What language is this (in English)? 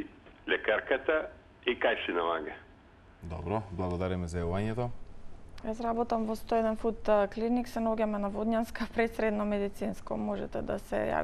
Macedonian